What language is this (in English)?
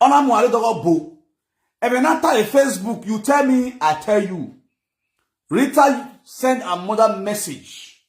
Nigerian Pidgin